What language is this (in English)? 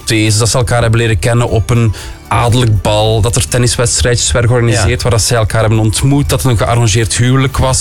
Dutch